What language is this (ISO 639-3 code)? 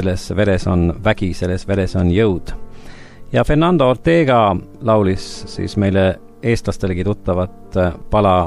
est